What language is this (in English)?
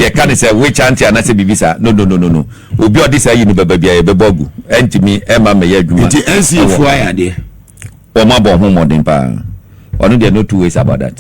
Akan